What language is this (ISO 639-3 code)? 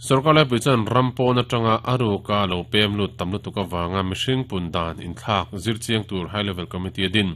lus